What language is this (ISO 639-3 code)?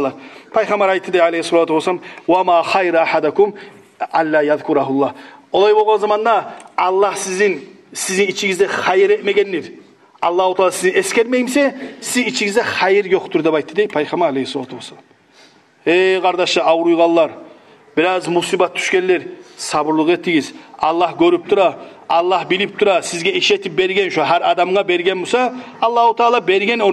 kum